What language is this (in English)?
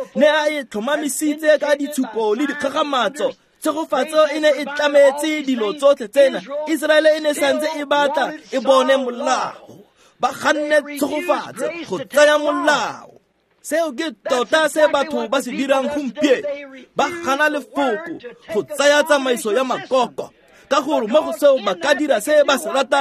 Tswana